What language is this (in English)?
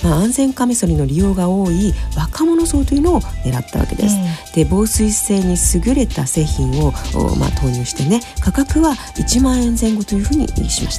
Japanese